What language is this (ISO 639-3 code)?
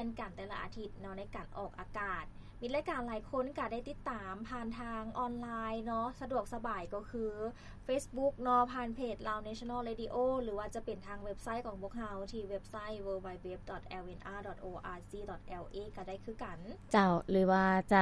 lao